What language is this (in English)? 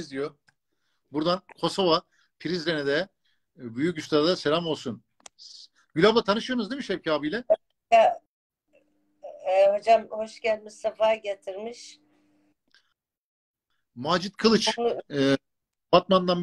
Turkish